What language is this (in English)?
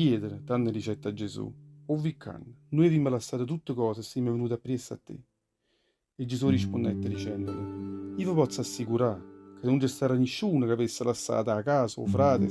Neapolitan